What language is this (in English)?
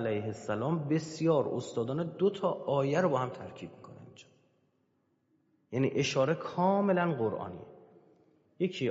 Persian